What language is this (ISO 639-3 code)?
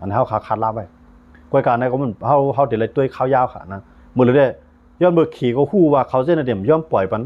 shn